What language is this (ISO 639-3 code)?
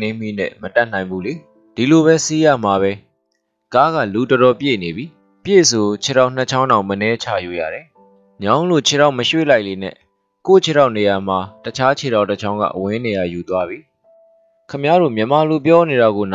mya